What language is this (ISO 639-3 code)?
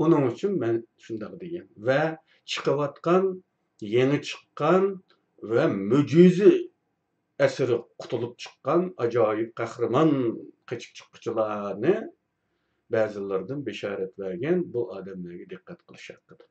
uig